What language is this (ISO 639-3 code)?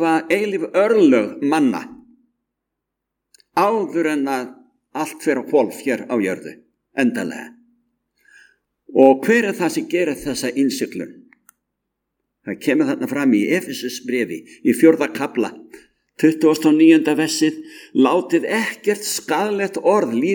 isl